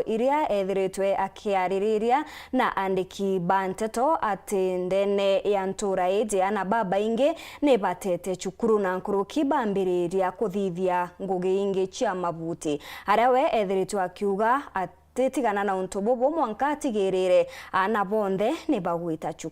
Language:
Meru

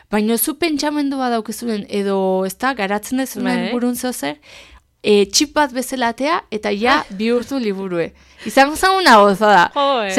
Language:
Basque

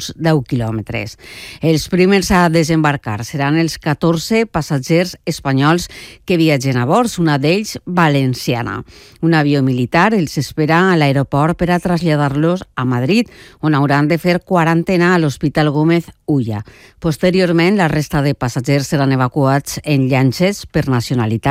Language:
Catalan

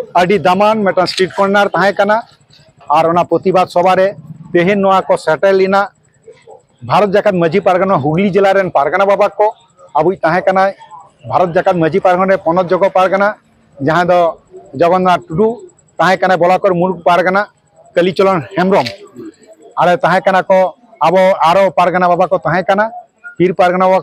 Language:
Santali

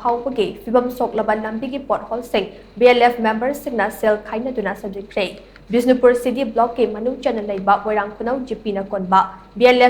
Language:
Manipuri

